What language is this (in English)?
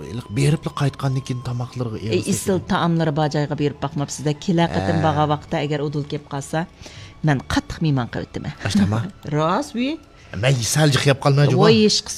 Uyghur